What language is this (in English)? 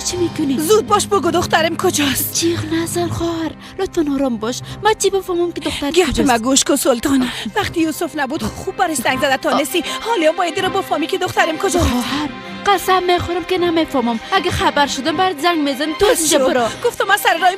Persian